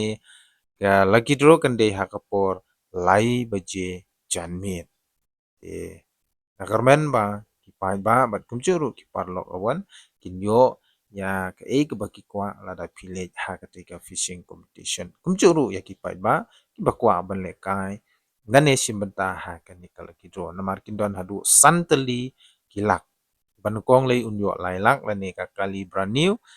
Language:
Khasi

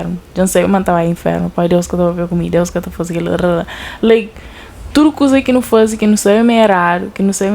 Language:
Kabuverdianu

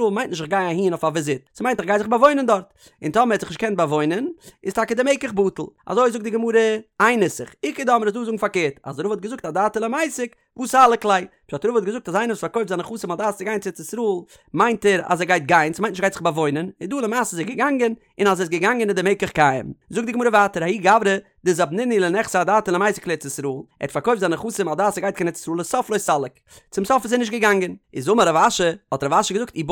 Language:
Yiddish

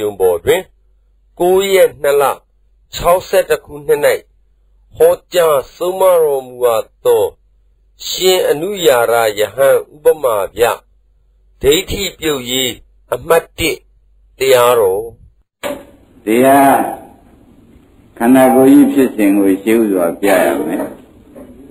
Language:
Burmese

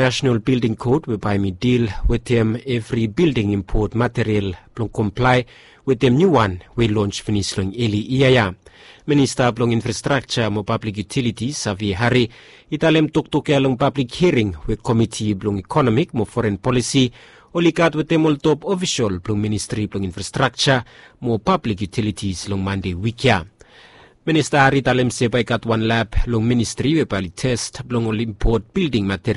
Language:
Bislama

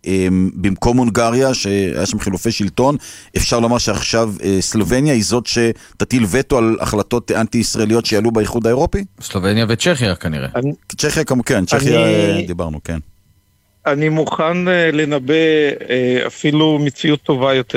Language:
Hebrew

